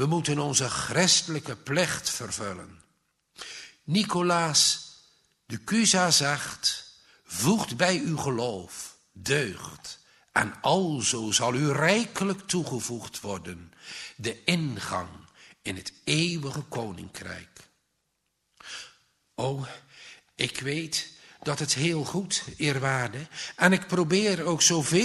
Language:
Dutch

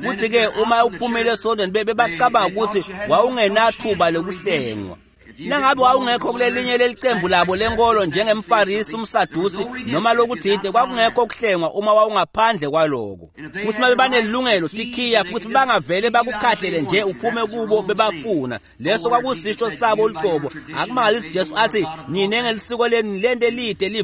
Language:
Swati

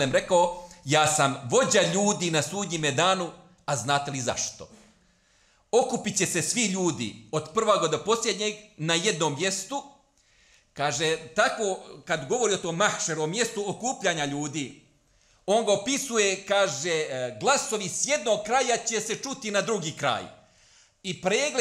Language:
Bosnian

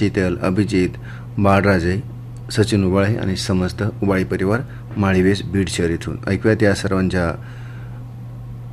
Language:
Marathi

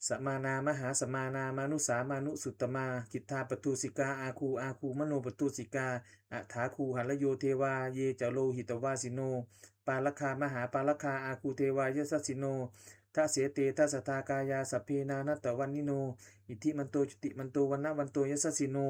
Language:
Pali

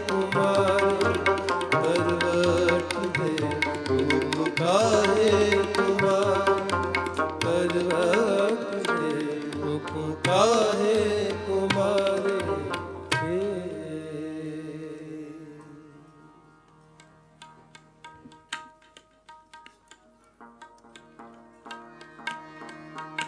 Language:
Hindi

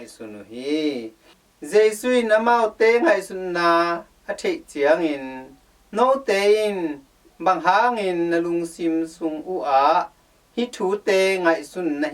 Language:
Tedim Chin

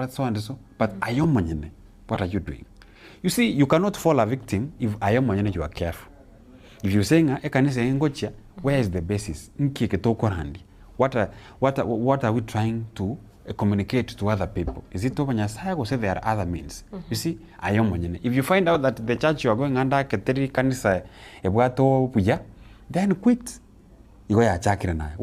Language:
Gusii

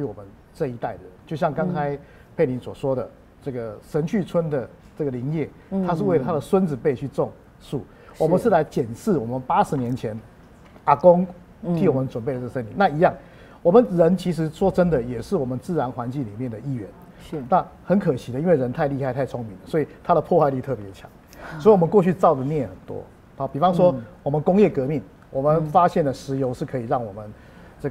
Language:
Chinese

